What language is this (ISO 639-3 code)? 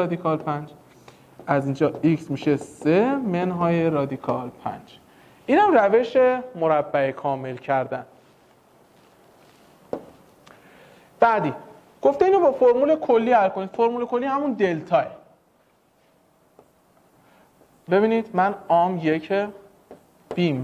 fas